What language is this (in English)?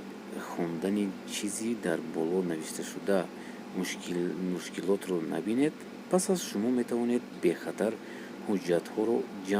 Tajik